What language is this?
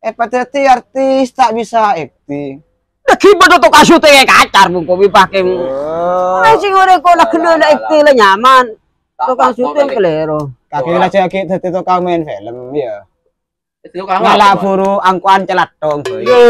Madurese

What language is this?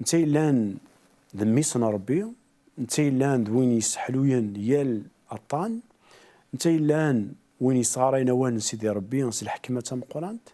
Kabyle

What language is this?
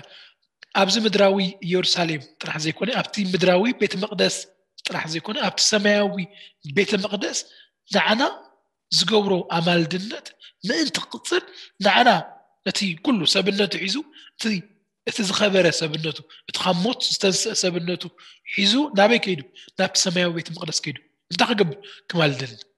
Tigrinya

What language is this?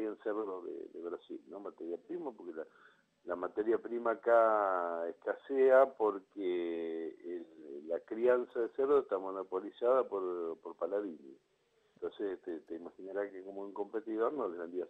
Spanish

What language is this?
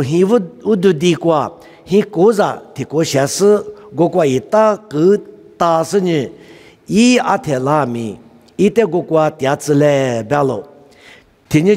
Lisu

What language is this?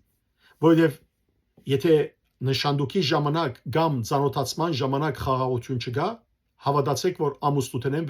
Western Armenian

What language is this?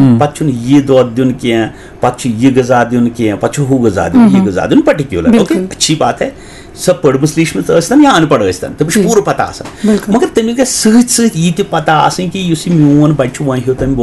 Kashmiri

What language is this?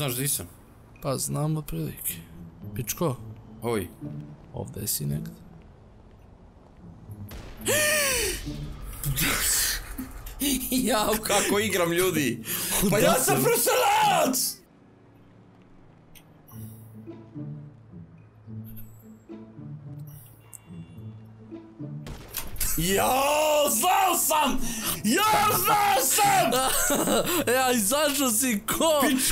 Croatian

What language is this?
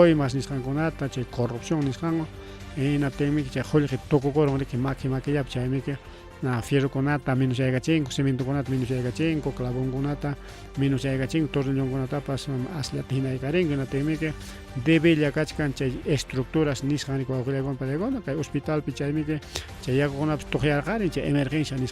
Ayacucho Quechua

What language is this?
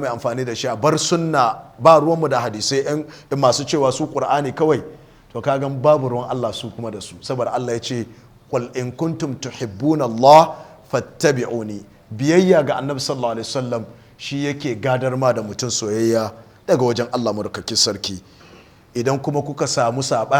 Hausa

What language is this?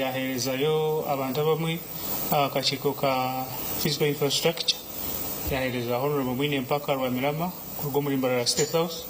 Nyankole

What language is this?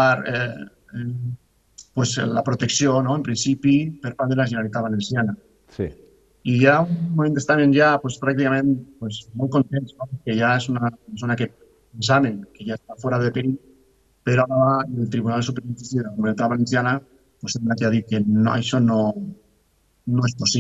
Catalan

